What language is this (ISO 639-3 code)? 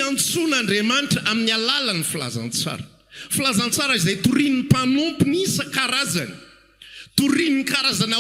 mlg